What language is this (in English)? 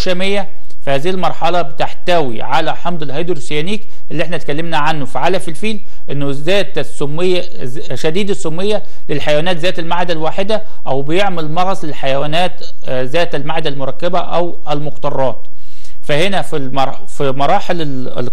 Egyptian Arabic